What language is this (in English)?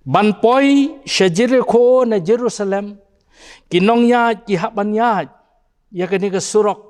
Khasi